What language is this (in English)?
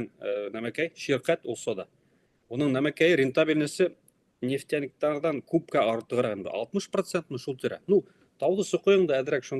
Bashkir